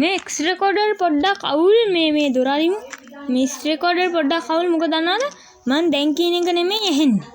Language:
Sinhala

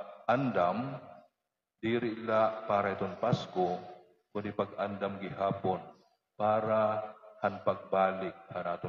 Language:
Waray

